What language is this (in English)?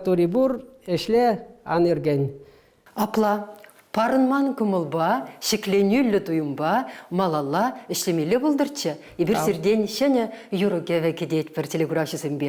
Chuvash